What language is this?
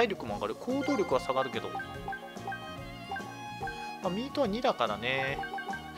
Japanese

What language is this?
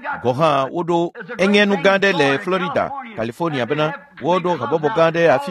Ewe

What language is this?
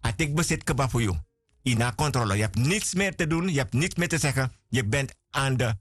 Sranan Tongo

